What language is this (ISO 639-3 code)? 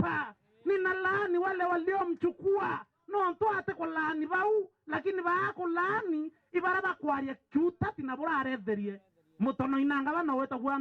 mer